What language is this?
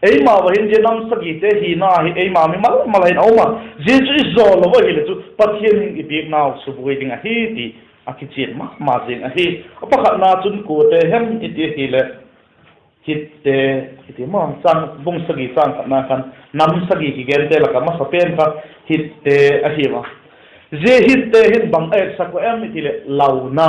Vaiphei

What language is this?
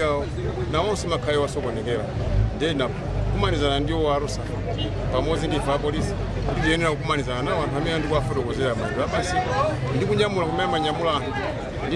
Nyanja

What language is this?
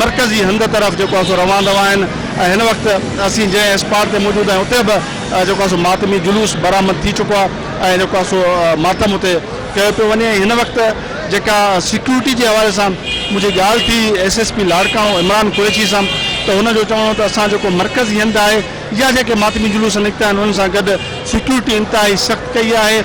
Sindhi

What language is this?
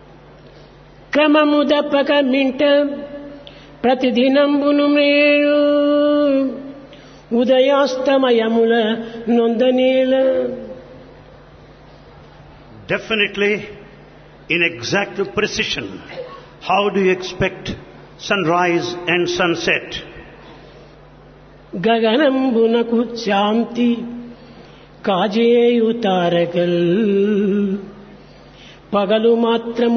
Telugu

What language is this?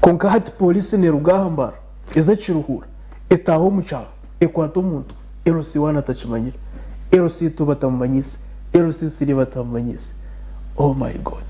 Nyankole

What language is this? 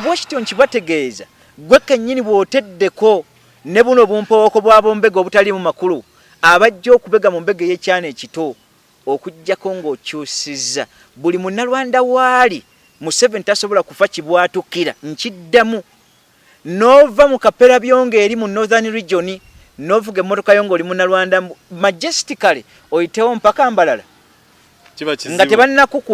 Ganda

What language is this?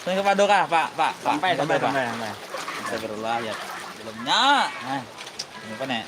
Banjar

